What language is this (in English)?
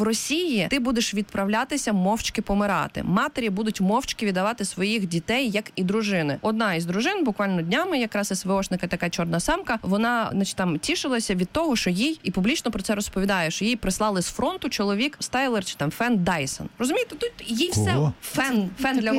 Ukrainian